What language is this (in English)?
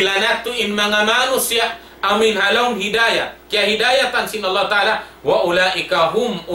Tausug